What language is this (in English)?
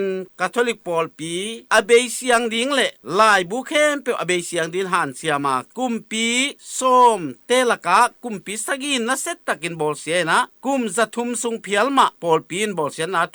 Tedim Chin